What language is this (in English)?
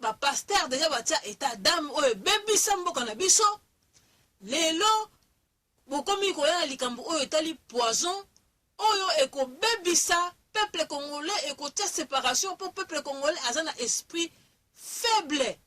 Lingala